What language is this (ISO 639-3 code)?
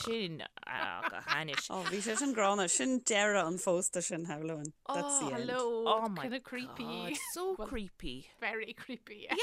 gle